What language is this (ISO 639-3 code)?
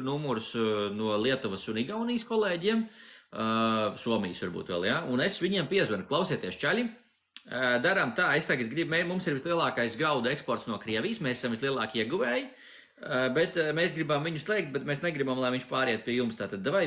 lav